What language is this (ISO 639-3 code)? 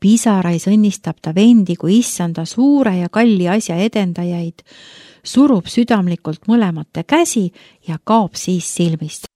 est